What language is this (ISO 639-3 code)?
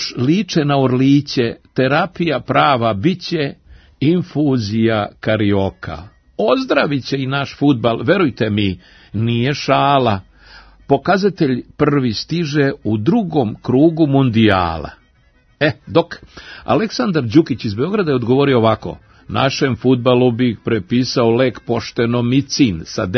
srp